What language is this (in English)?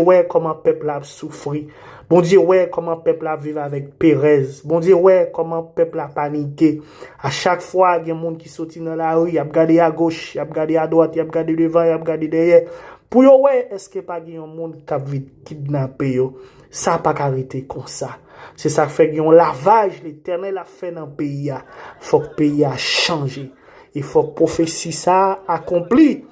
Haitian Creole